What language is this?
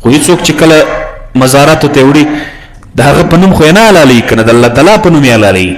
Pashto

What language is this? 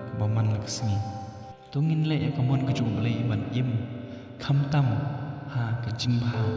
Khasi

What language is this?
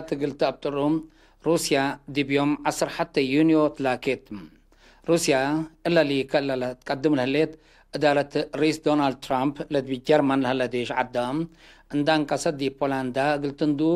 Tigre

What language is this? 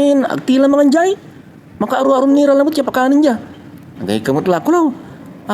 Pangasinan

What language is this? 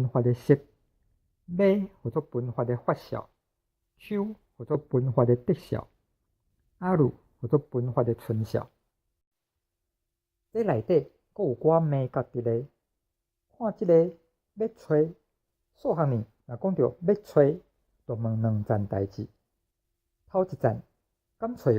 Min Nan Chinese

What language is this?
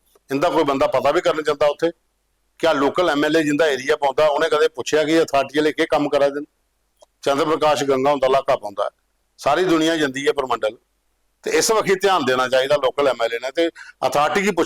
Dogri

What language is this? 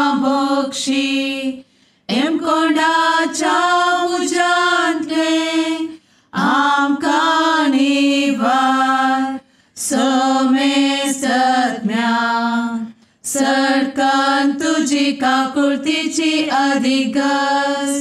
Konkani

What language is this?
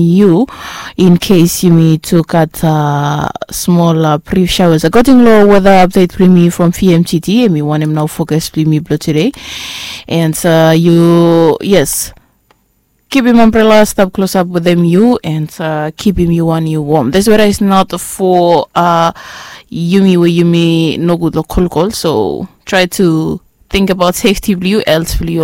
Bislama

